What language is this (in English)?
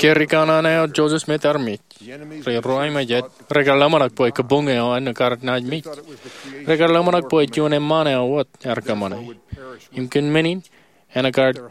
Marshallese